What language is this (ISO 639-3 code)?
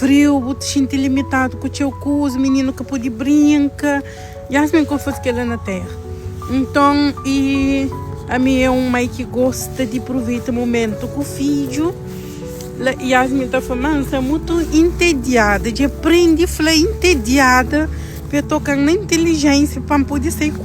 kea